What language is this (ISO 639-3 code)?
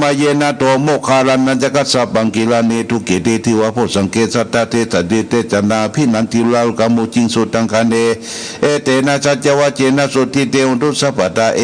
pli